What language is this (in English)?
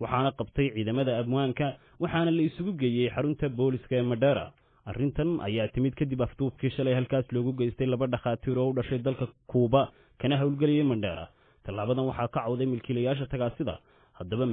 Somali